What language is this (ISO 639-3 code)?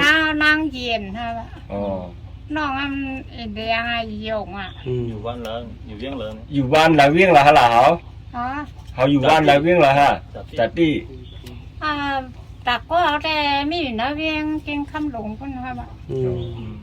shn